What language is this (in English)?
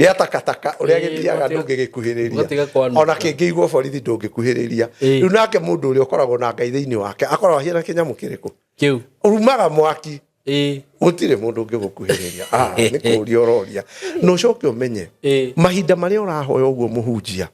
Kikuyu